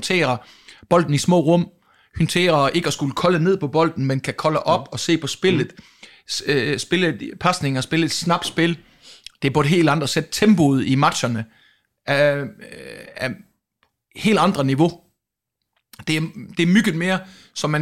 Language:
Danish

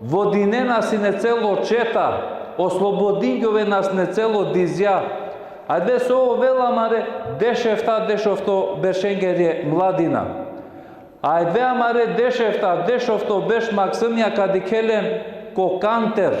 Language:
Balkan Romani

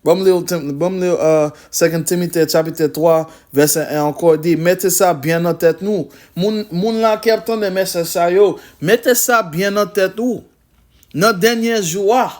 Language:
Haitian Creole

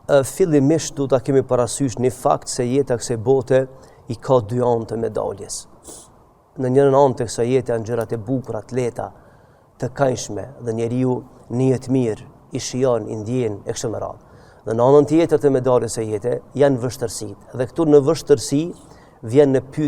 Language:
Albanian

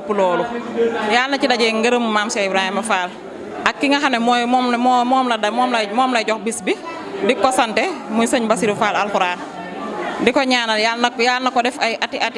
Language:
Wolof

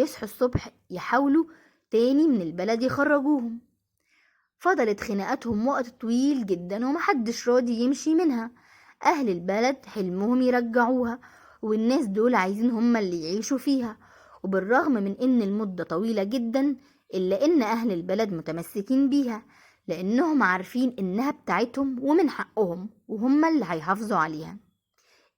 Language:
Egyptian Arabic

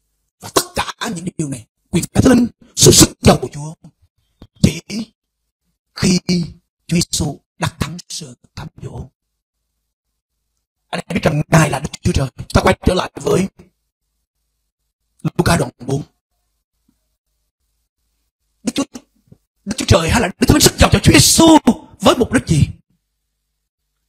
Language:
Vietnamese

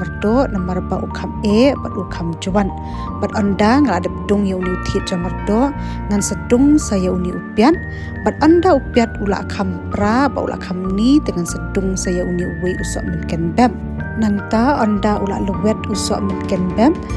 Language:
Khasi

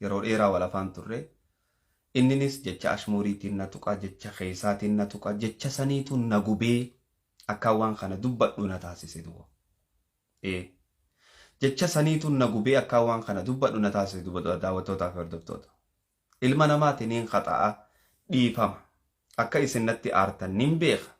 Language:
Oromo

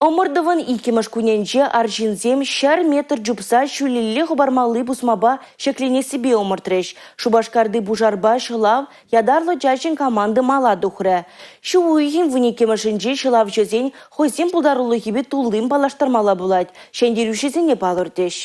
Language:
Chuvash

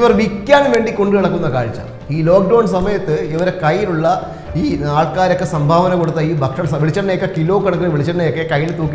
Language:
Malayalam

